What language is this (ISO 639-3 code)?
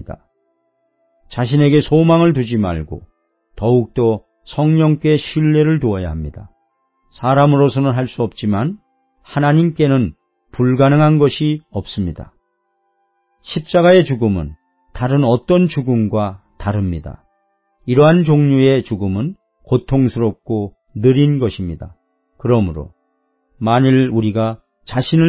kor